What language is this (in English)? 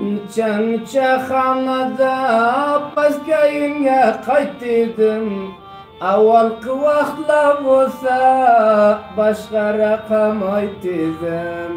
Turkmen